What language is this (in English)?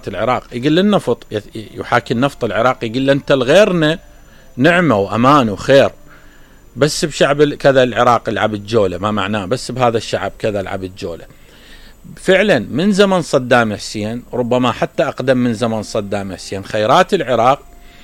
Mesopotamian Arabic